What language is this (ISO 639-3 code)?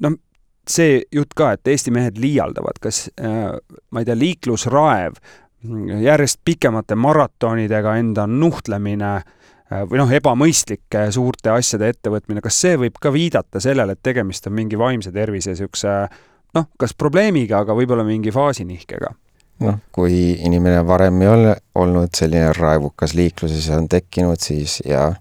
est